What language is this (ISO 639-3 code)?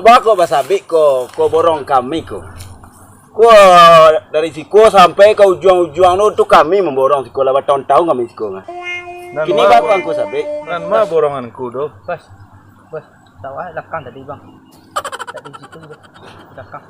min